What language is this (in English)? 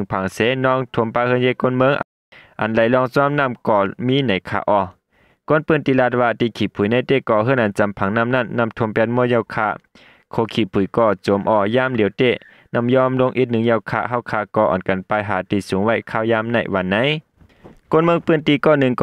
Shan